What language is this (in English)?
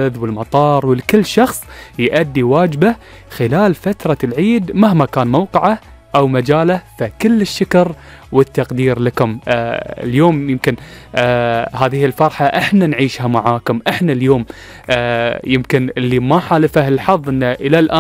Gulf Arabic